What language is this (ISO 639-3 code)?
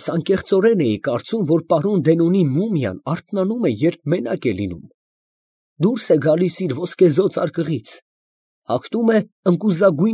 hye